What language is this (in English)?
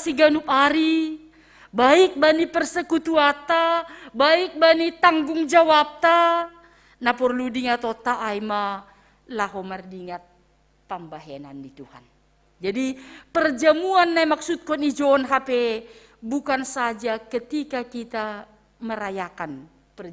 Batak Simalungun